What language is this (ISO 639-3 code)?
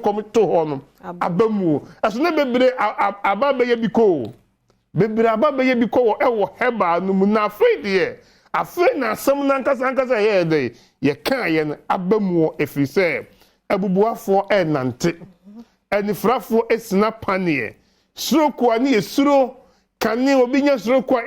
aka